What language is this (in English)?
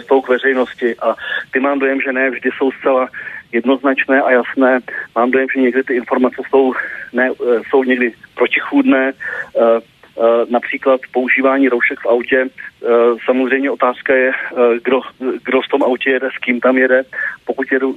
Czech